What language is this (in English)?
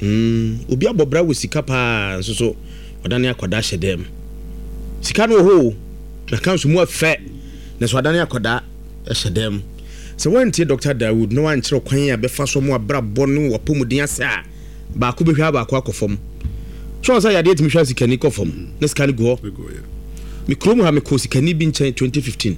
Akan